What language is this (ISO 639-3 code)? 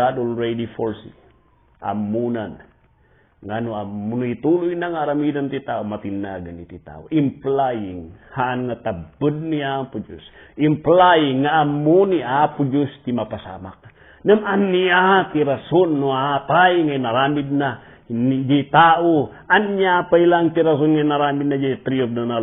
ilo